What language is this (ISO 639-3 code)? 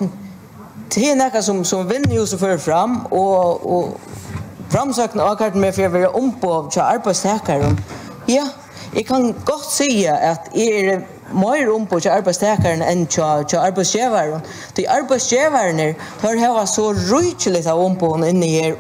fao